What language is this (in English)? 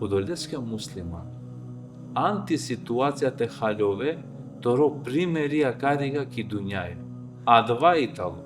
Balkan Romani